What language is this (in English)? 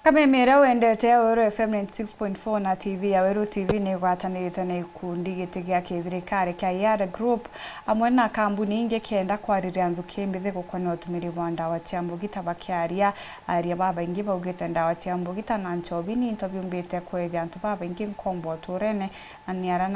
Meru